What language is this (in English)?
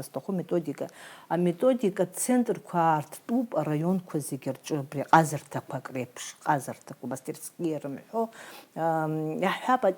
Abkhazian